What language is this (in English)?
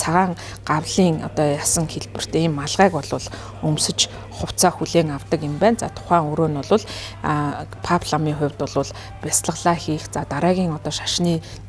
Mongolian